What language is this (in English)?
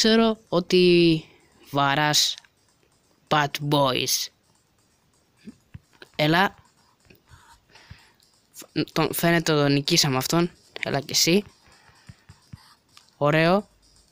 Greek